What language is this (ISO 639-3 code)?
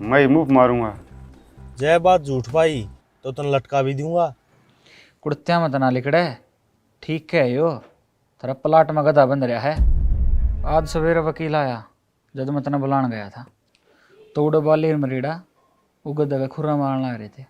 bgc